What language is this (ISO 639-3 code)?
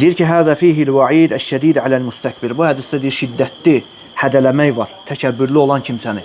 aze